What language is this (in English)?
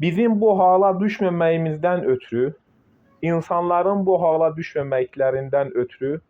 Azerbaijani